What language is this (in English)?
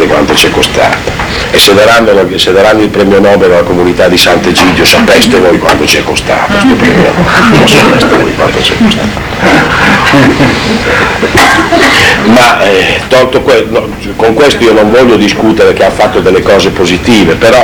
Italian